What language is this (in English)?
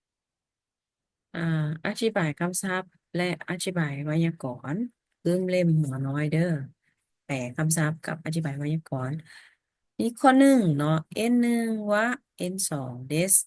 Lao